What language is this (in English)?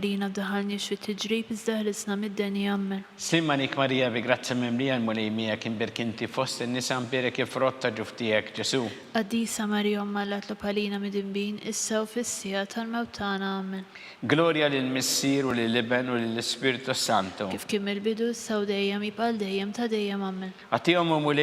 Maltese